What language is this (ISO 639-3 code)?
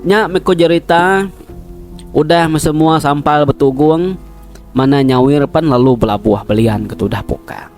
iba